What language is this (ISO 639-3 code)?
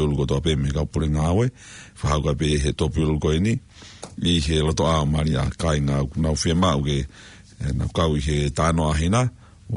ton